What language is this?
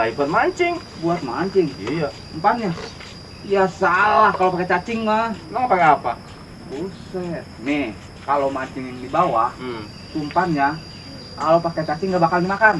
Betawi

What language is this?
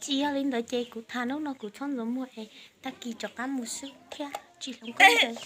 Hmong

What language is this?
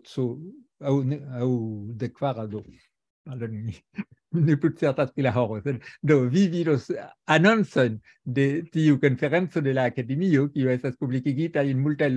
Esperanto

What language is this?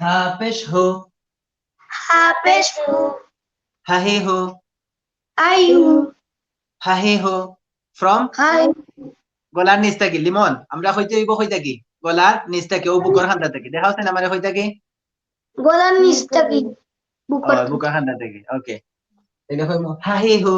Sylheti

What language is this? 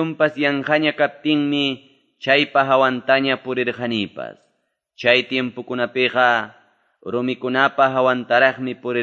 Quechua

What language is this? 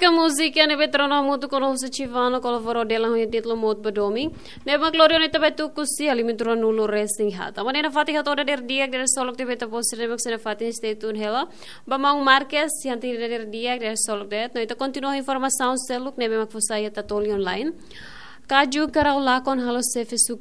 Tetum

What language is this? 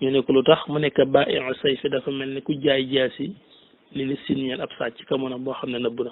Wolof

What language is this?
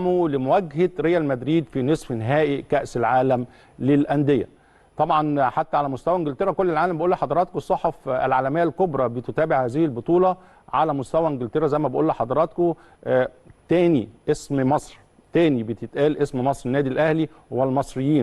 Egyptian Arabic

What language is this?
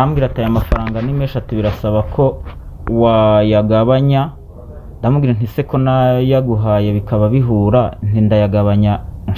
Kinyarwanda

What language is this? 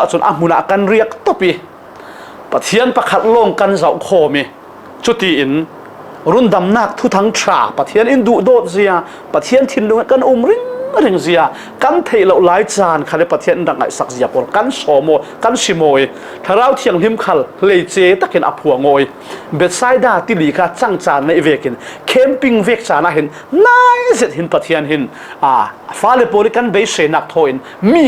Falam Chin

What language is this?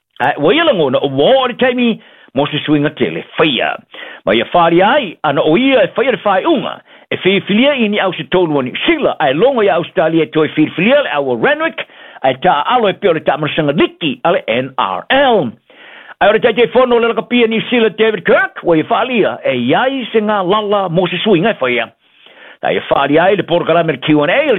Samoan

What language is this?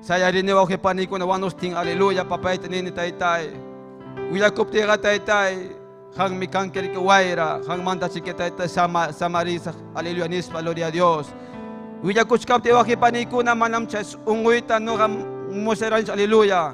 Ayacucho Quechua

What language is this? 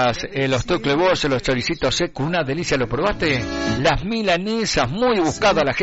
Spanish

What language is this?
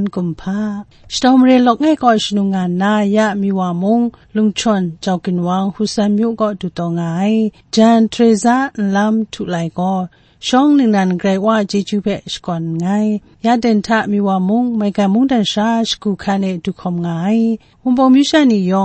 Kachin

